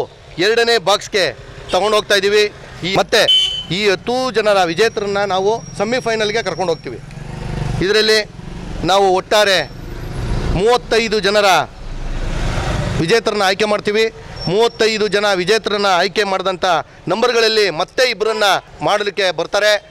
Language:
Kannada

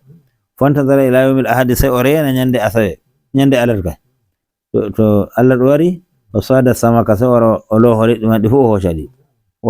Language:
Nigerian Fulfulde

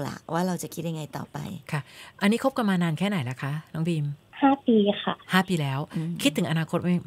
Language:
Thai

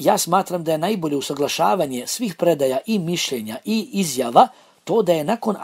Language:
Bosnian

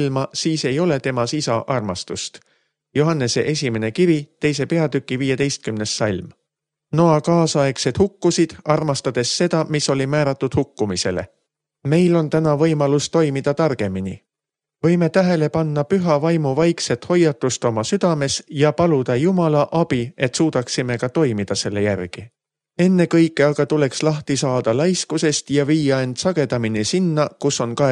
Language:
Estonian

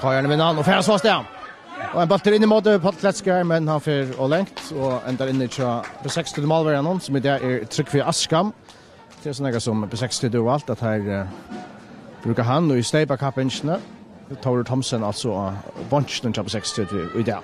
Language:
Faroese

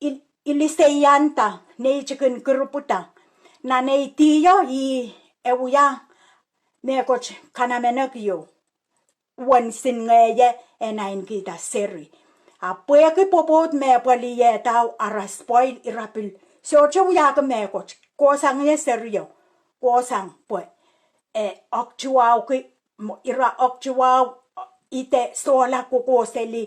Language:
Pohnpeian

